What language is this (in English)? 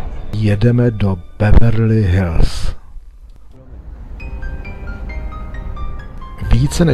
Czech